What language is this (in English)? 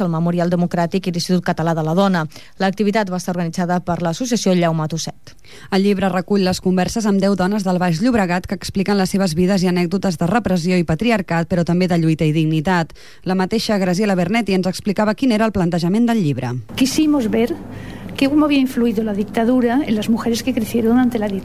Catalan